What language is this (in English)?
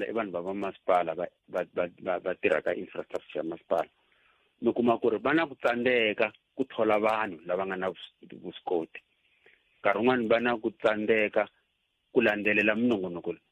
Tsonga